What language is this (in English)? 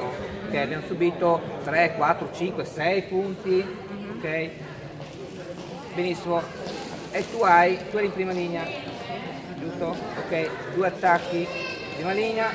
Italian